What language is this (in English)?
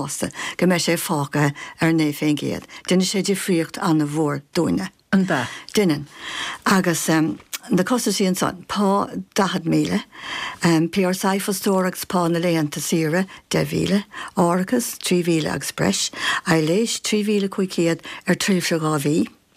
Irish